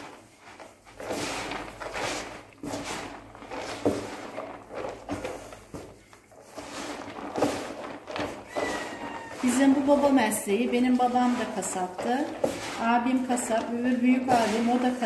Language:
Turkish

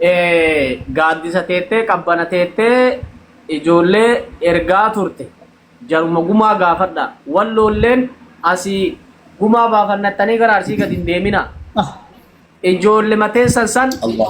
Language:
Oromo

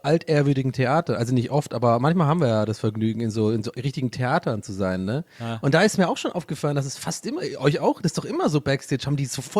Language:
German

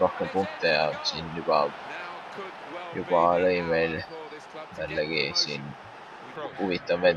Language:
Estonian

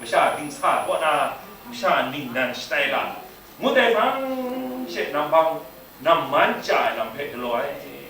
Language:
Kachin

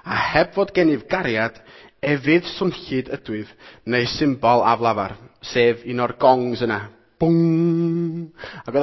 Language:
Welsh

